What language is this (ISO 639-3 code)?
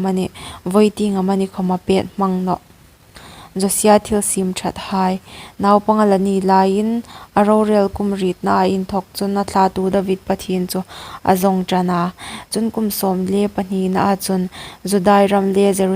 hmr